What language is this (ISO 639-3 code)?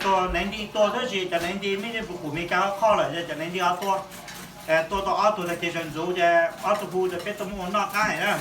hmn